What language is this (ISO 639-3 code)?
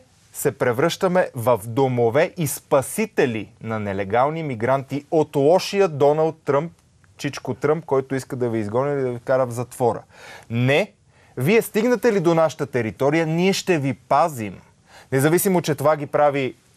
bul